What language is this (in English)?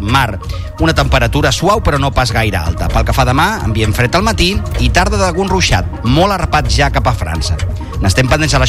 Catalan